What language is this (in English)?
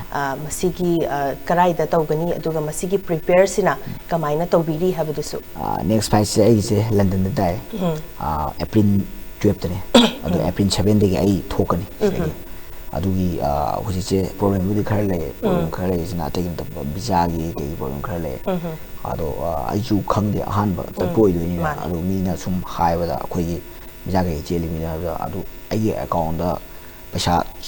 Manipuri